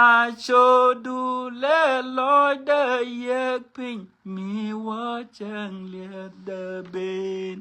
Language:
Nuer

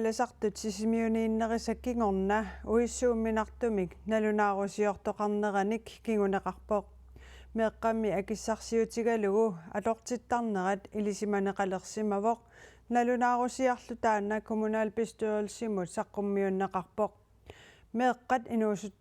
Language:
Kalaallisut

